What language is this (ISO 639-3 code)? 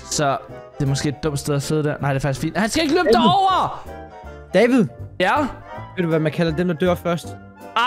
dan